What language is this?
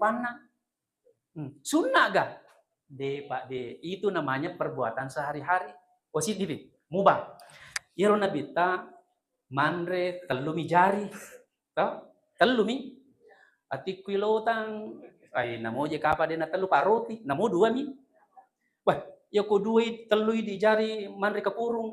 Buginese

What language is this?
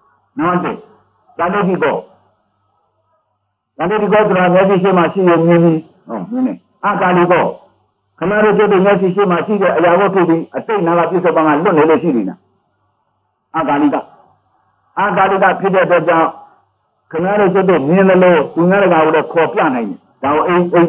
Burmese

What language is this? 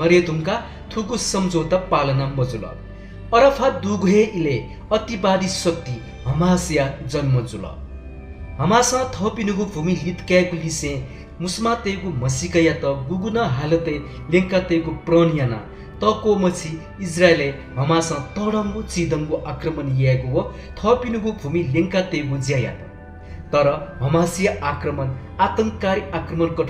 Newari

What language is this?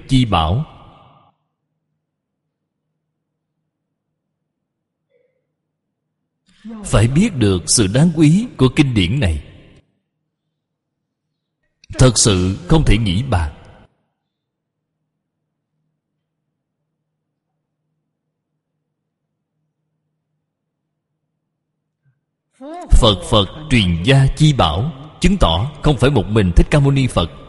Vietnamese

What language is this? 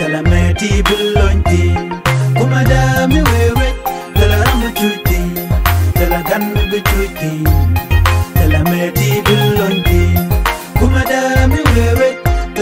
Nuer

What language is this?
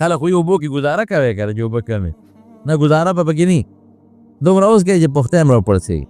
Pashto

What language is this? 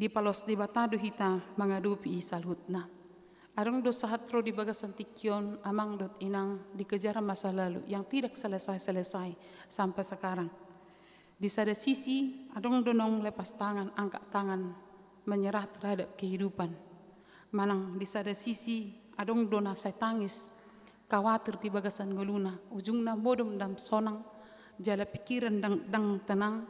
Batak Toba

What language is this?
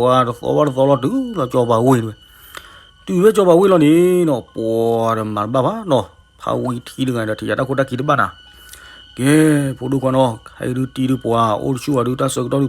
S'gaw Karen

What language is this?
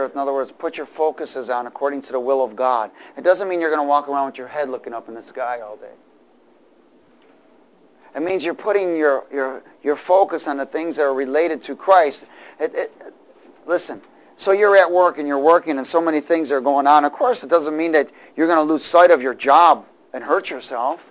English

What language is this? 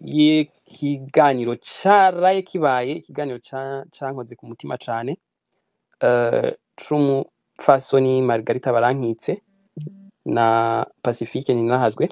Rundi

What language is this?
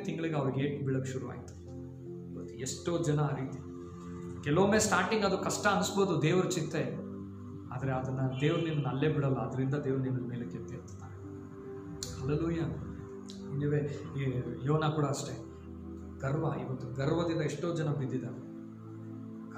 Kannada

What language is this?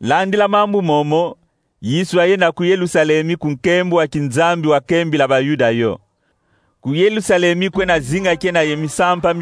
Kongo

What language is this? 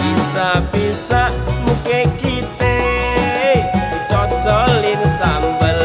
Betawi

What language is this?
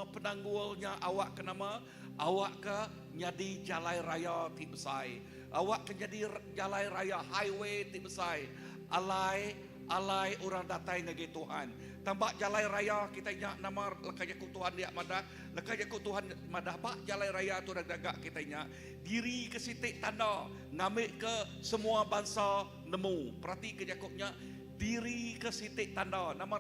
Iban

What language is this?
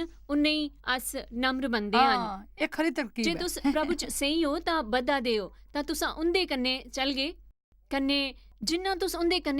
Dogri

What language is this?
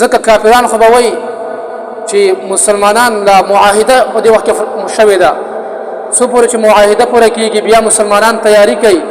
Pashto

